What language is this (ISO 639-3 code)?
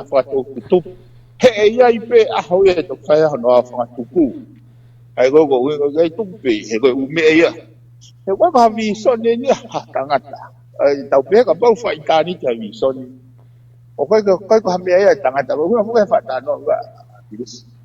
ton